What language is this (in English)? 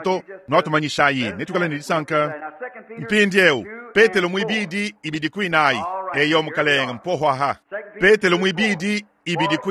Luba-Lulua